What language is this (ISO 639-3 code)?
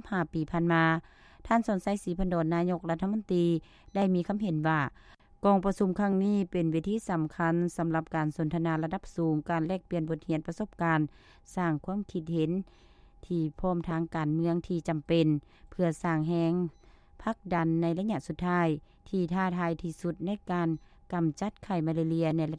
lao